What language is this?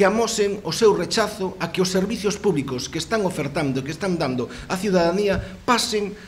Galician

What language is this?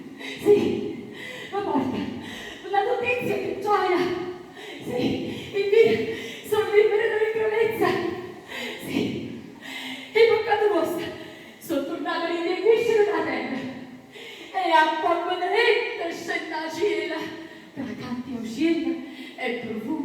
Neapolitan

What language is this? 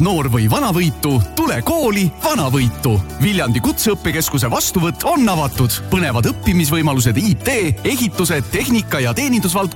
Estonian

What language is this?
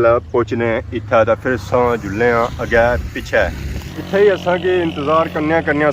Pahari-Potwari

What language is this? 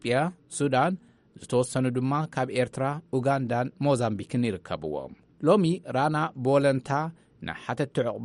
Tigrinya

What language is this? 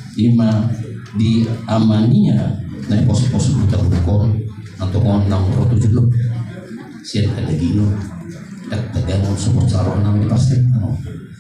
Batak Toba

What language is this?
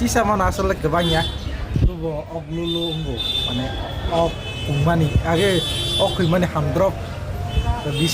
Kok Borok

